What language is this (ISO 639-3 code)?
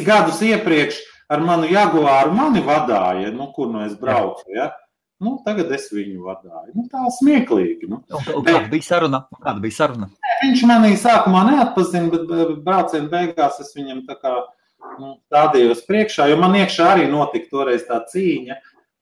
lav